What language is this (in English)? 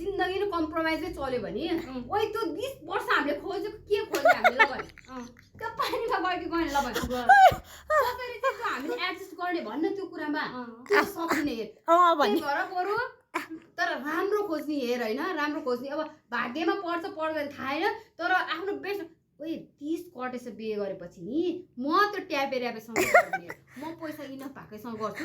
Nepali